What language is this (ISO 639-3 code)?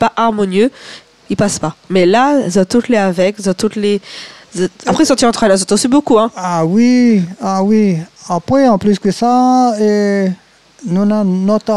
rcf